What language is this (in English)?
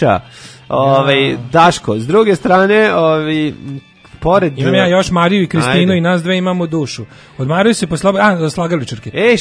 Serbian